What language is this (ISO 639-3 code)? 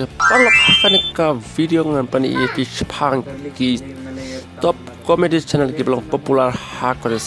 kha